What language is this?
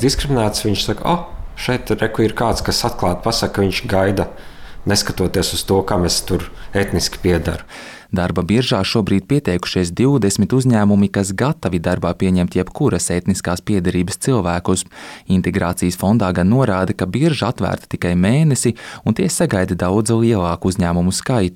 Latvian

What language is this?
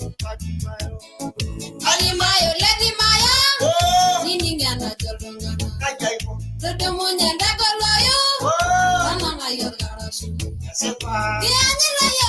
Masai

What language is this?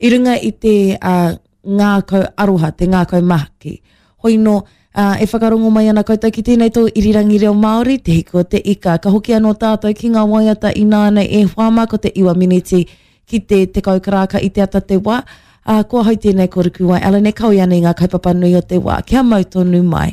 Māori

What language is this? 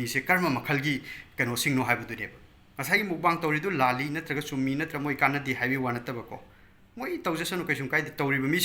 Manipuri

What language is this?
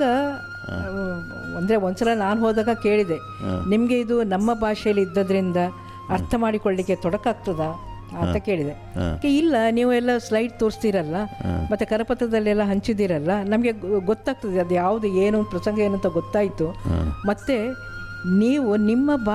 Kannada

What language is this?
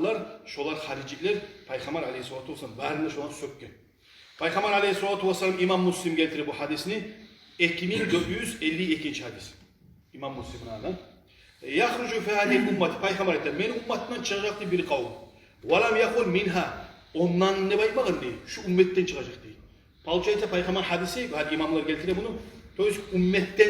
Kumyk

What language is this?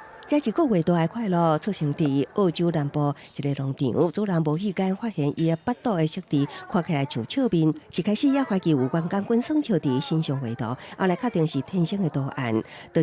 Min Nan Chinese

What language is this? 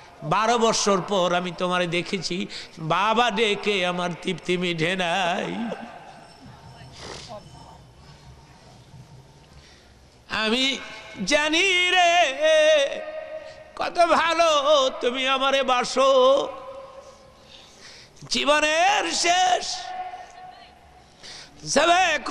Bangla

